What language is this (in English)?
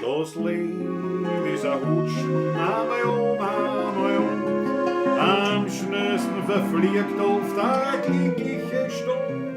Bavarian